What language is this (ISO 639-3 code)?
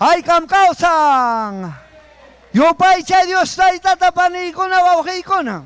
quy